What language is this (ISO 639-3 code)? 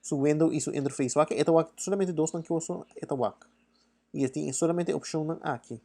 pap